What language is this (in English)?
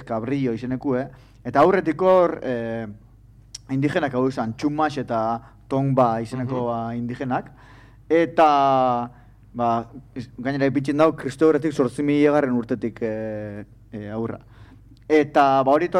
Basque